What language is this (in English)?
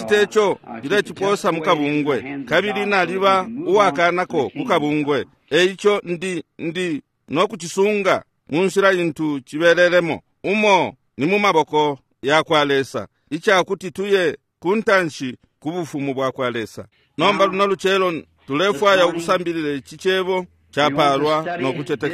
Bemba